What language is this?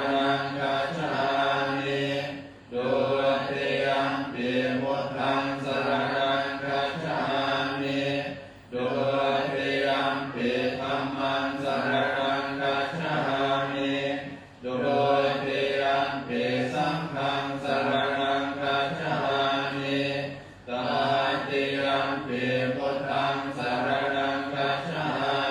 Pali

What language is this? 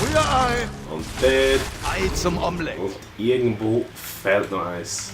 Swiss German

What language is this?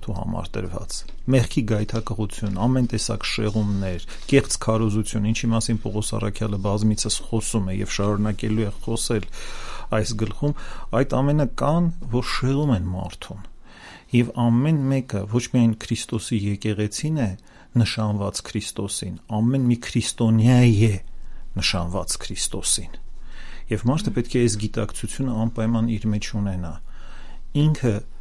Armenian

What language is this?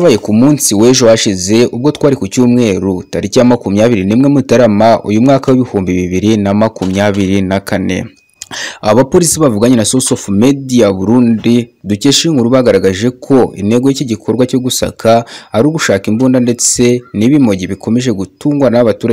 Kinyarwanda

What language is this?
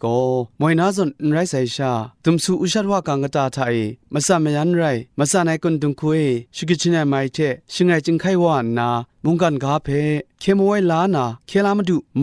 Kachin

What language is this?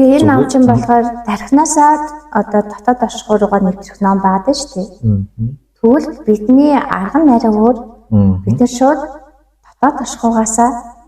Mongolian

